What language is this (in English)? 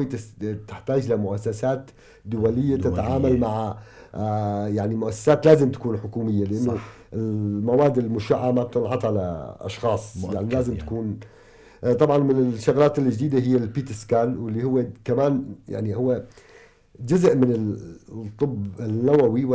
North Levantine Arabic